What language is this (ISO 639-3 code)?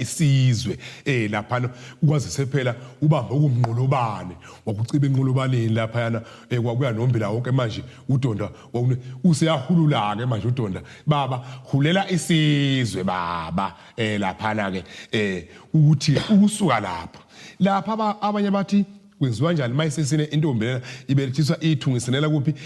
zul